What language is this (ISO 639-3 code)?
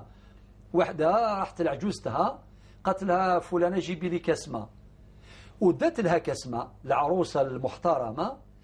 arq